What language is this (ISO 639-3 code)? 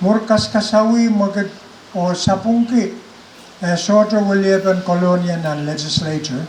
pon